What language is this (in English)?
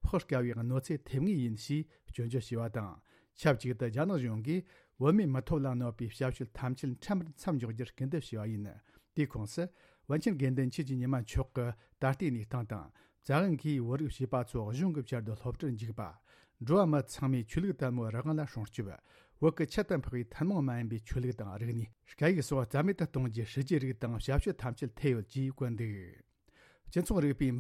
Tibetan